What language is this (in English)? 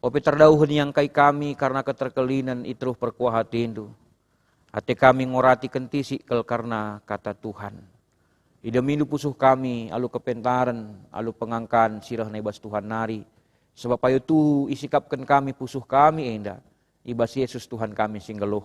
Batak Karo